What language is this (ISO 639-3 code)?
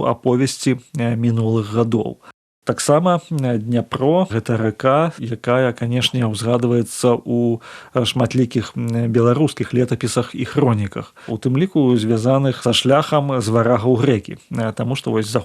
bel